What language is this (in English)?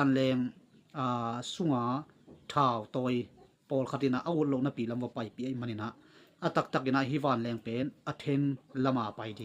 Tedim Chin